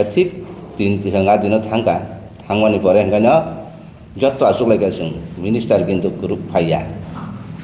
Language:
Riang (India)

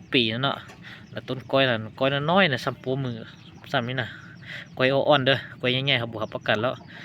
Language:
Lao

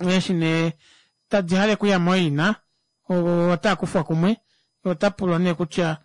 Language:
Kuanyama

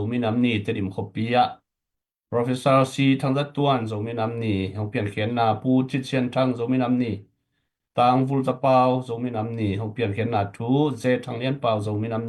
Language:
Tedim Chin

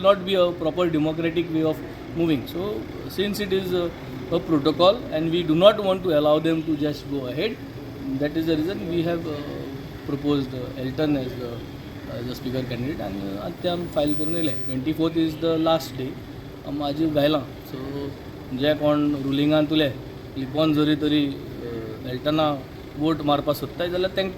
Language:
Konkani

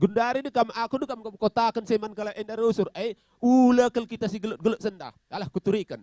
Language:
Batak Karo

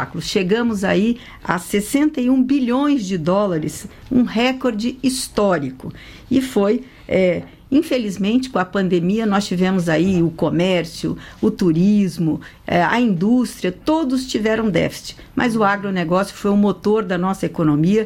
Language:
Portuguese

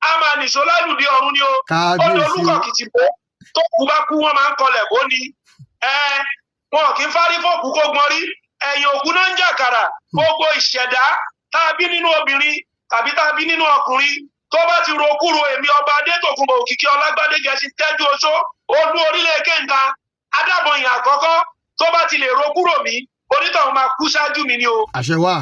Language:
Yoruba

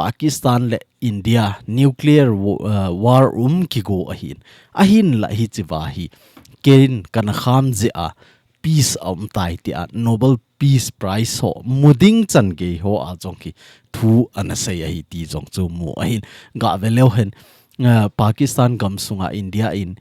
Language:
Thado Chin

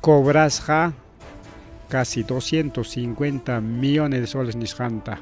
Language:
Ayacucho Quechua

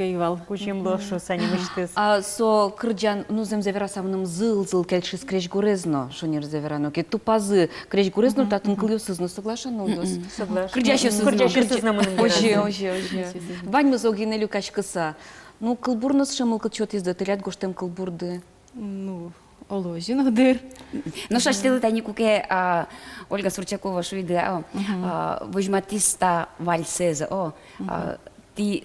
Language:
Udmurt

